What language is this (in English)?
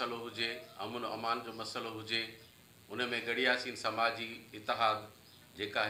Sindhi